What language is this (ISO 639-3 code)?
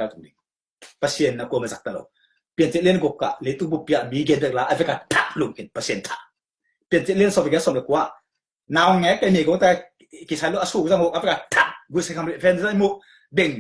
ctd